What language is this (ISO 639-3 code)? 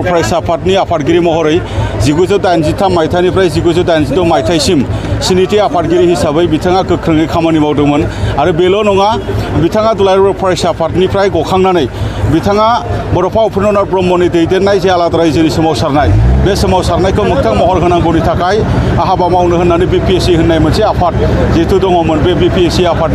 brx